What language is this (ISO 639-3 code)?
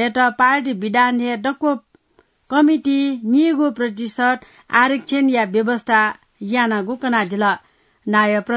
new